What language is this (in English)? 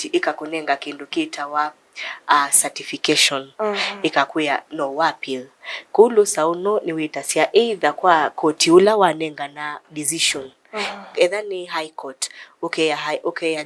Kamba